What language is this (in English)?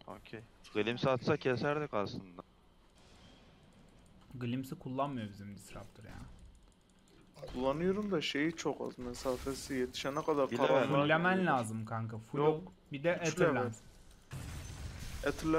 Turkish